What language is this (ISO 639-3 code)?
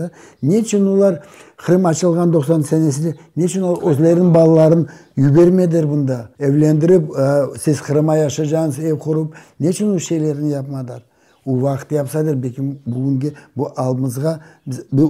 crh